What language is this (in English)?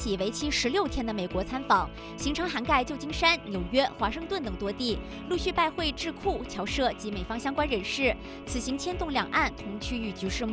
Chinese